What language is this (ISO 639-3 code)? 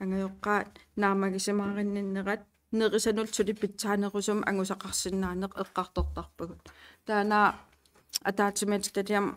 kal